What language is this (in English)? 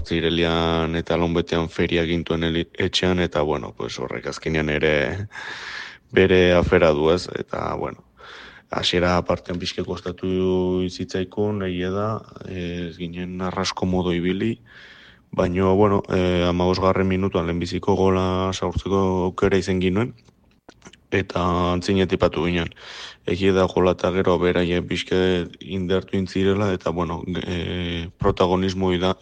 Basque